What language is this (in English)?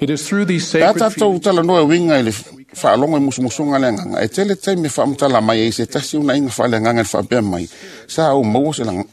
Samoan